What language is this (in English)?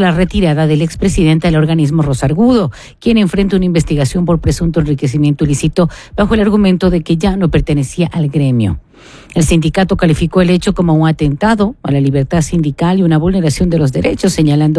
Spanish